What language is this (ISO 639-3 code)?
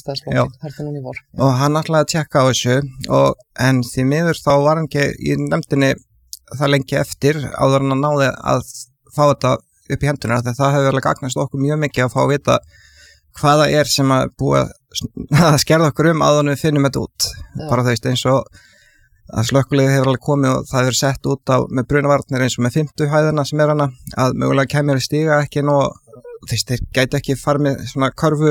isl